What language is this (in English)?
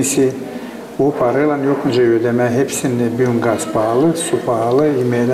Gagauz